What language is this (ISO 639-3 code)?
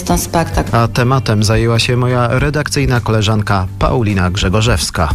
pol